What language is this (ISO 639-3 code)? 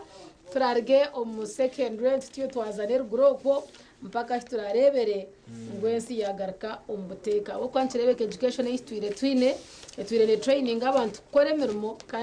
nyn